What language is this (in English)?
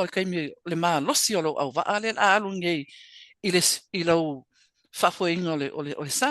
Samoan